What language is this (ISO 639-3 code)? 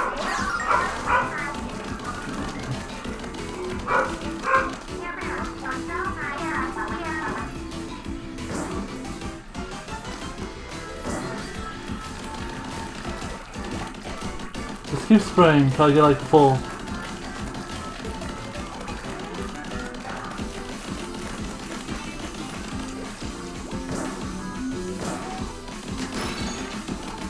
eng